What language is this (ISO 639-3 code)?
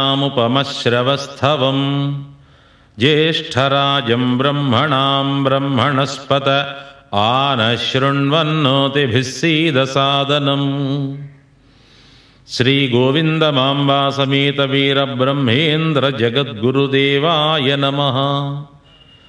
tel